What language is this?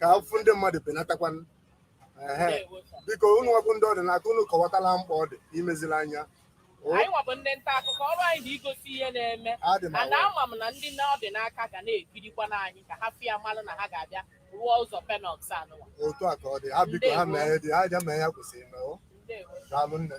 Igbo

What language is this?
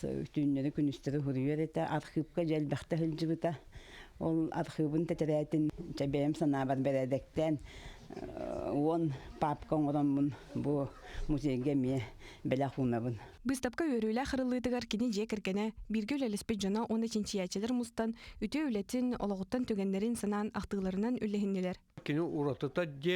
Yakut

